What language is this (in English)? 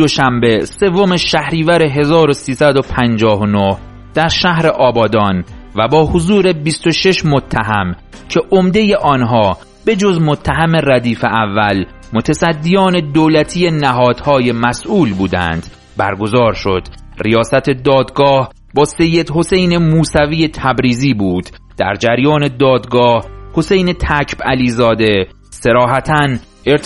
Persian